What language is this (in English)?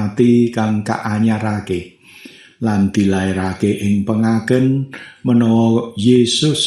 Javanese